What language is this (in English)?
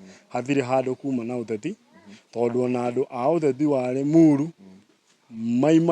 Kikuyu